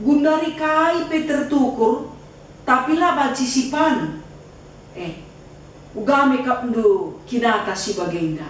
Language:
Batak Karo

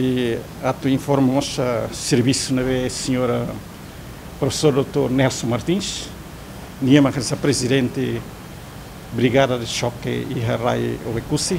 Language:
Tetum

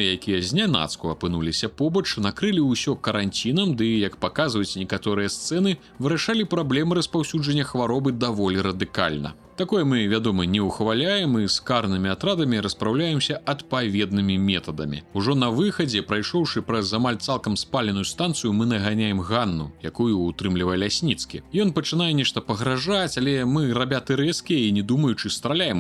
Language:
Belarusian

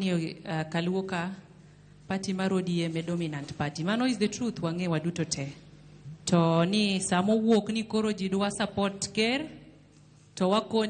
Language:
Luo (Kenya and Tanzania)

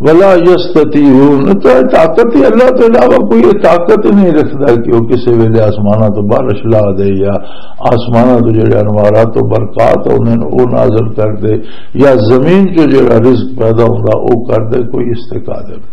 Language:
Western Panjabi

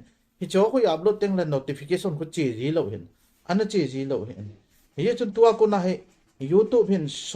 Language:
Thado Chin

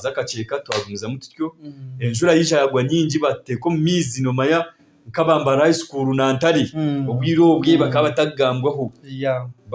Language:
Nyankole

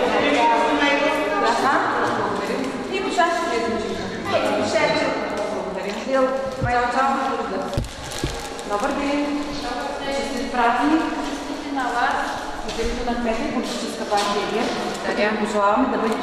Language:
Bulgarian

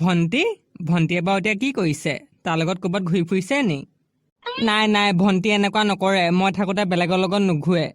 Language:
Assamese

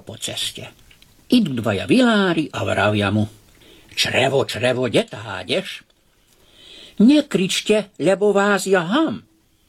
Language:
Slovak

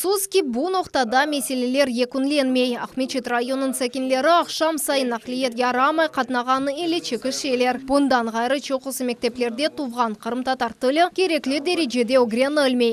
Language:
Crimean Tatar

